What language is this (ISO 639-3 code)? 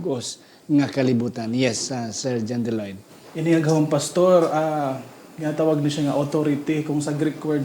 hil